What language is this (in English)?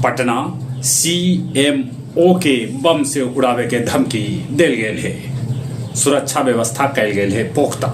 Magahi